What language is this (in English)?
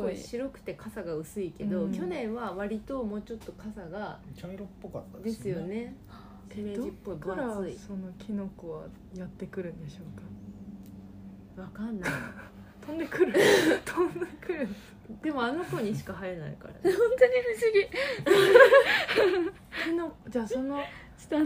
Japanese